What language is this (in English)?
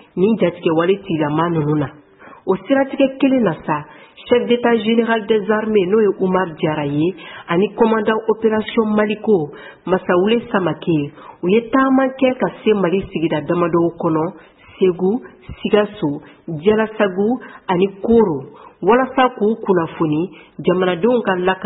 Bambara